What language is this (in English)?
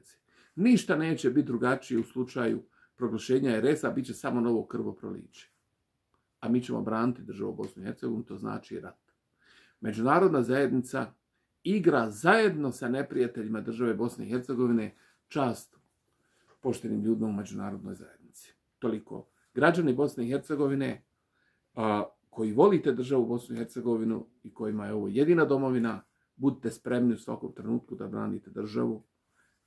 Bosnian